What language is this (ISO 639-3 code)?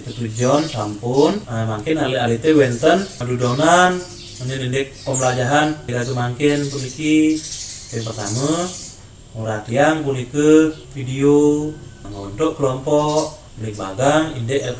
ban